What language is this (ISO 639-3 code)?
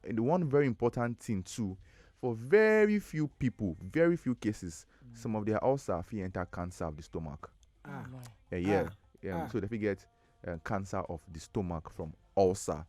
pcm